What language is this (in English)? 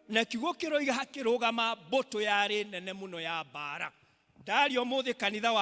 Kikuyu